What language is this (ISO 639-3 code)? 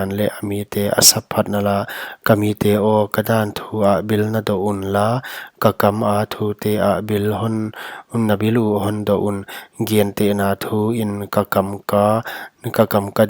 pck